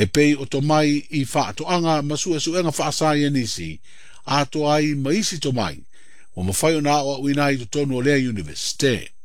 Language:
Samoan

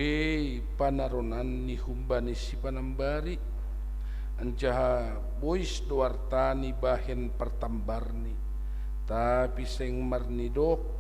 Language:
Batak Simalungun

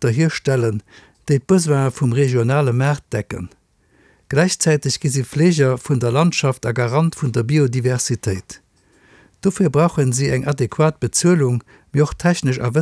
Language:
Luxembourgish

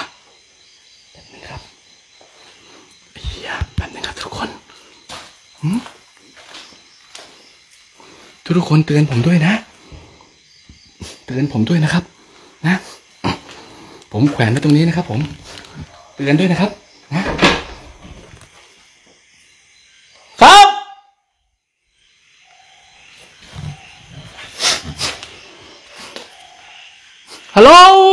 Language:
Thai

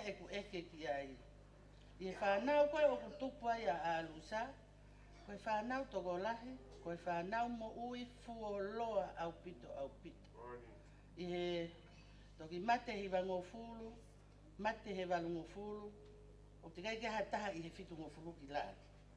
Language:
Tongan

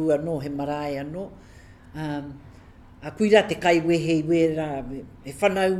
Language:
Māori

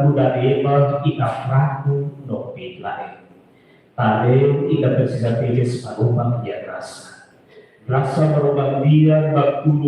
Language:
Tetum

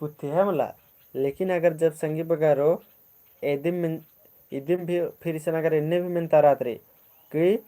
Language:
Kurukh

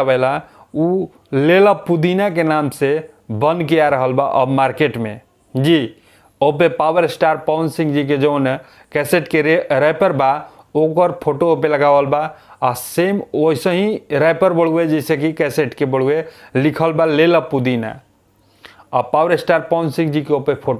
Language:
Bhojpuri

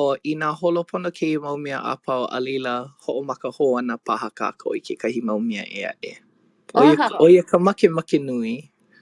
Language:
Hawaiian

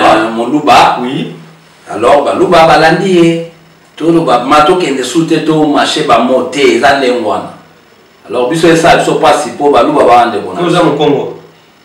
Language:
Lingala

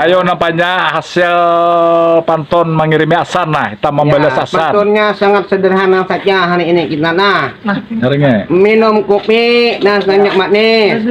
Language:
Banjar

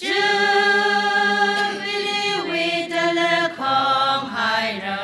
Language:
Tangkhul Naga (India)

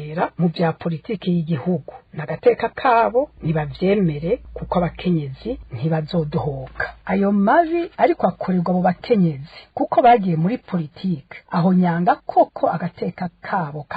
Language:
Rundi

